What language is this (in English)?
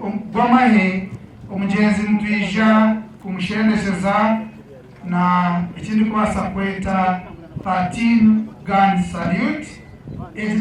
Nyankole